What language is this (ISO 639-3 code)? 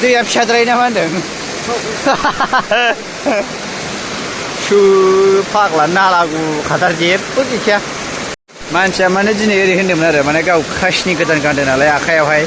brx